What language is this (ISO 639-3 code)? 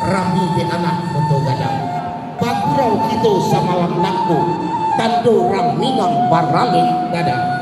min